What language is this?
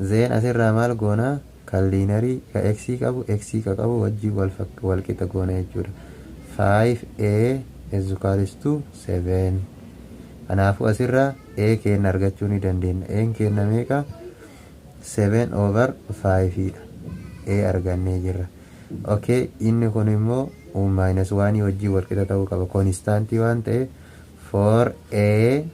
Oromo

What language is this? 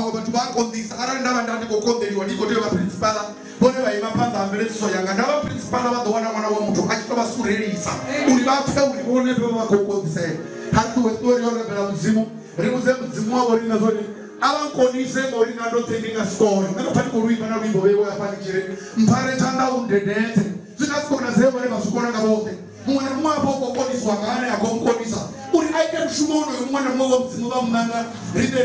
Venda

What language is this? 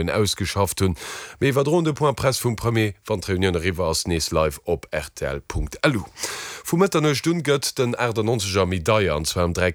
Luxembourgish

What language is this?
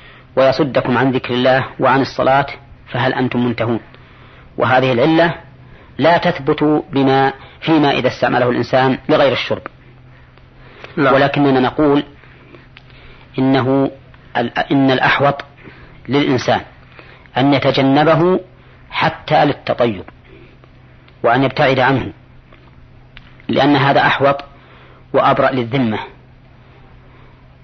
Arabic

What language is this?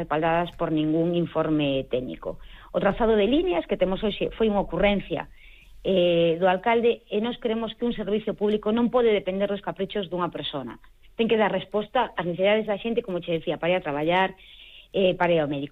Galician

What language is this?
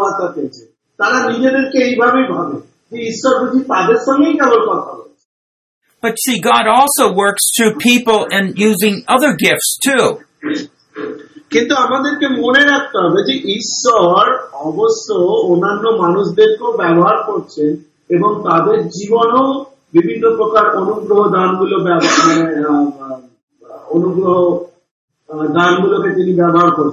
Bangla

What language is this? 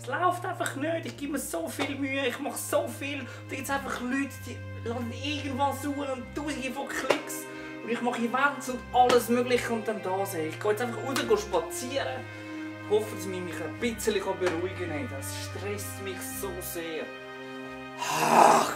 Swiss German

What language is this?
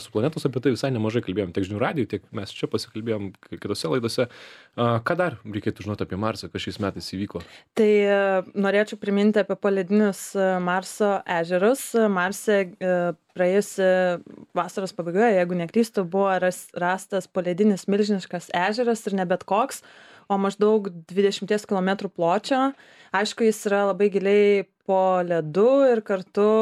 Lithuanian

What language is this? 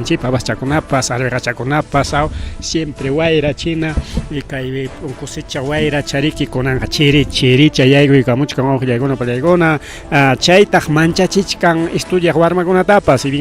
Ayacucho Quechua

